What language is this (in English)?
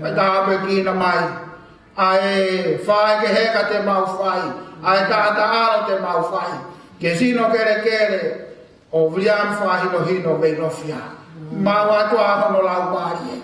Tongan